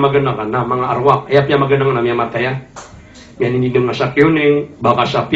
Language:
Maranao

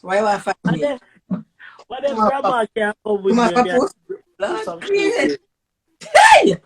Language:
Jamaican Creole English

